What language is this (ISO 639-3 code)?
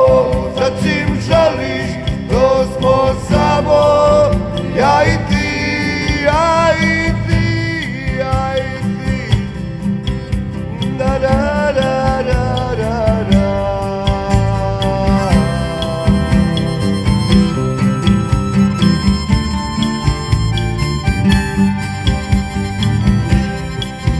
hrv